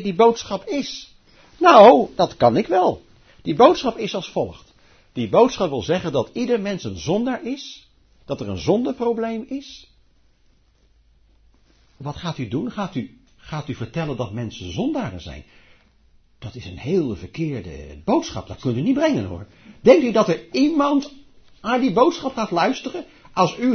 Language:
Dutch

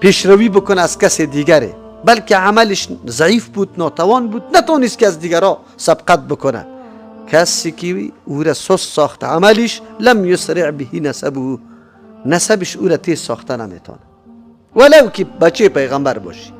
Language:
Persian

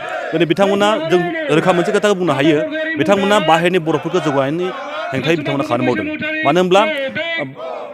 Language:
Bodo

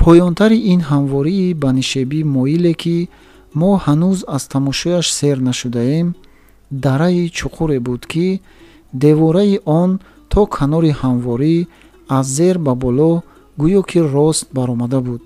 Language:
Tajik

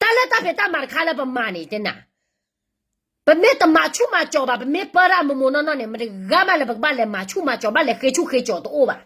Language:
S'gaw Karen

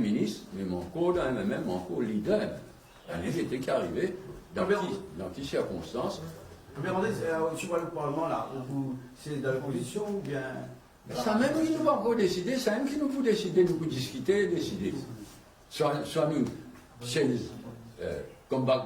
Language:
Morisyen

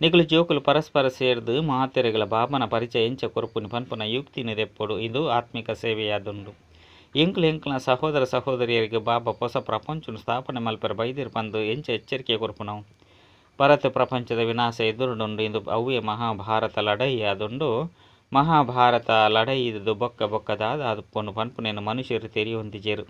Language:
Tulu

